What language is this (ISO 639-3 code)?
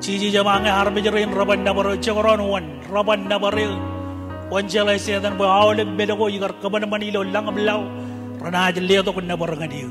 mah